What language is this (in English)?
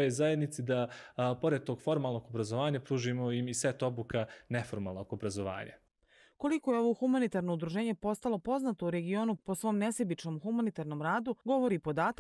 Serbian